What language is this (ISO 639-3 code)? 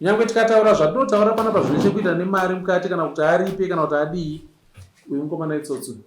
sna